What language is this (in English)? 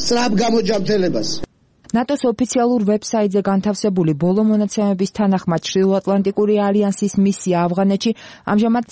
Georgian